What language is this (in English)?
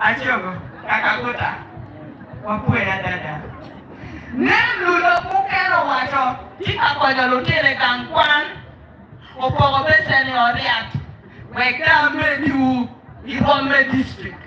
Acoli